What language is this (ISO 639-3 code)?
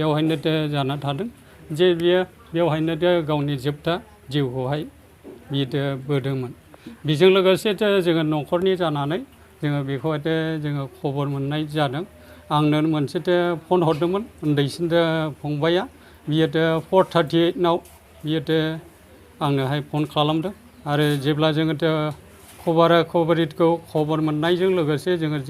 brx